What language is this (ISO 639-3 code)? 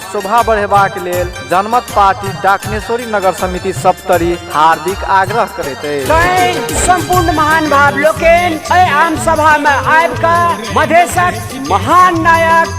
mai